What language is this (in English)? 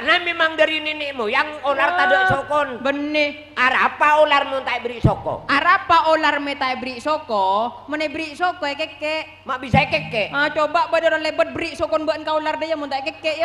Madurese